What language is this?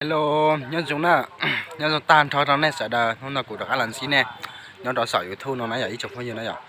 Hmong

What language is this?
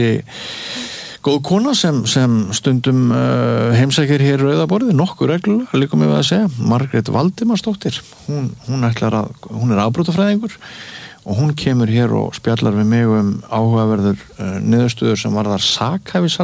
Icelandic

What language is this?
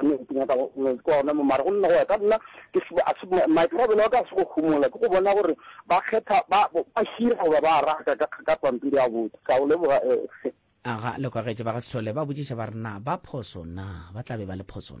Northern Sotho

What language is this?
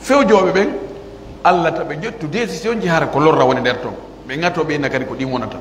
Pular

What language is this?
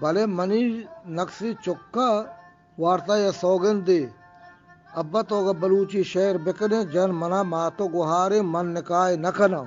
Eastern Balochi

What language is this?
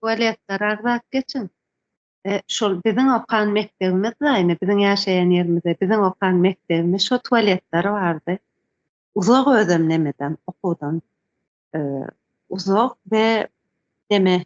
Turkmen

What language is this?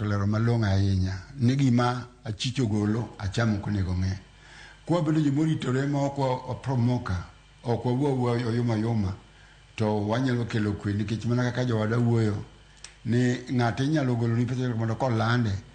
Luo (Kenya and Tanzania)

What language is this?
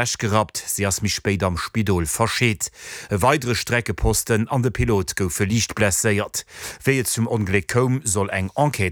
Luxembourgish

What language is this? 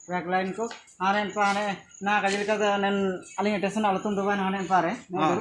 Ho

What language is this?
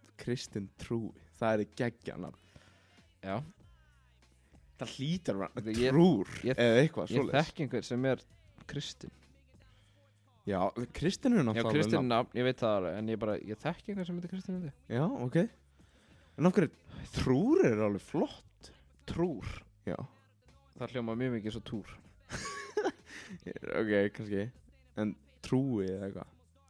Icelandic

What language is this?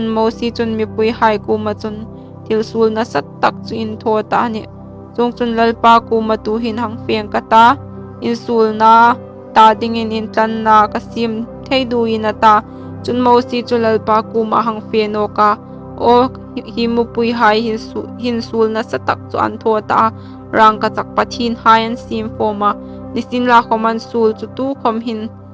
Hmar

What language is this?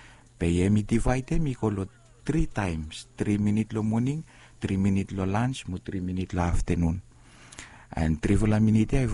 Bislama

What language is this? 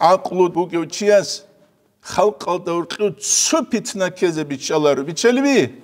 Avaric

